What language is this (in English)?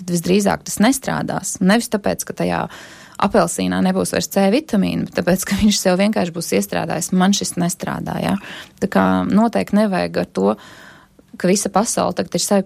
Latvian